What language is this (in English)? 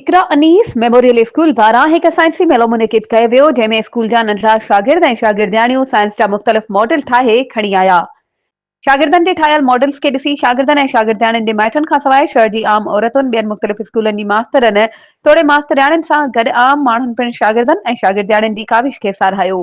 Sindhi